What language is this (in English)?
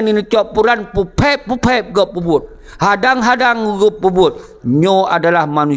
Achinese